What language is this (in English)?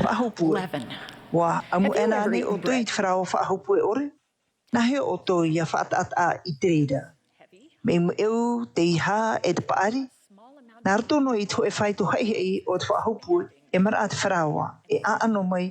Tahitian